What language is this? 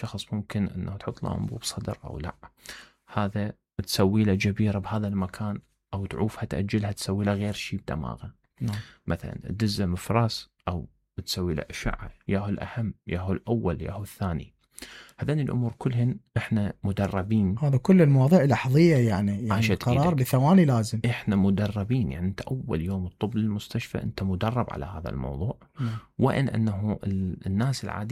Mesopotamian Arabic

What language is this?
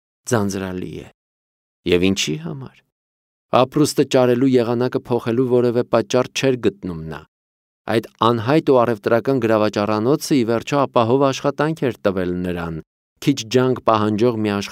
Armenian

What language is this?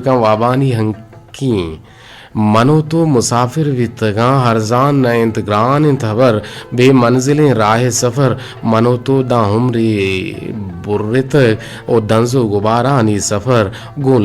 Eastern Balochi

